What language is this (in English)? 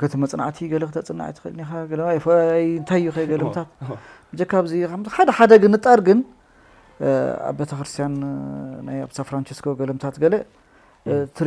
Tigrinya